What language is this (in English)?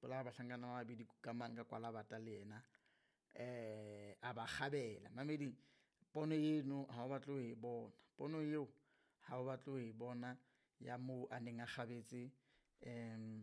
Southern Sotho